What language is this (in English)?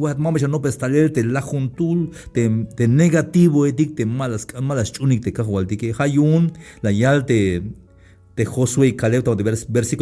Tzeltal